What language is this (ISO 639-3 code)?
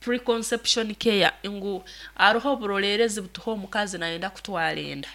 nyn